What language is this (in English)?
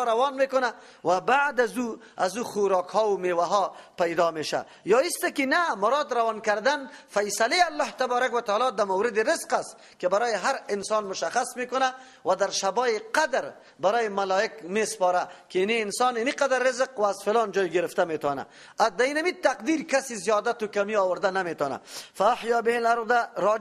Persian